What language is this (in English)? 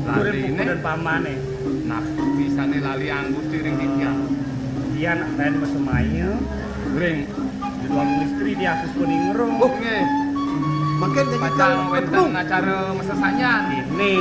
Balinese